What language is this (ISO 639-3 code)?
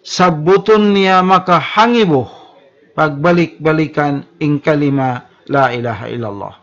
tsg